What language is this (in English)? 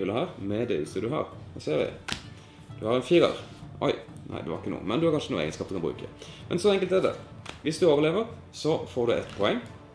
Norwegian